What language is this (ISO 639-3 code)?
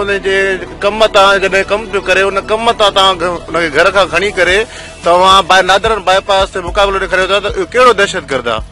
snd